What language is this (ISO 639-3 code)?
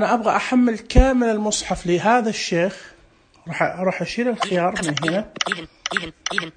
ars